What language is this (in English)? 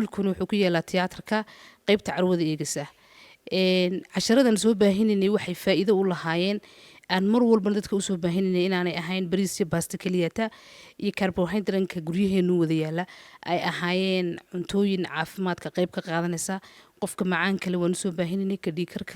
Somali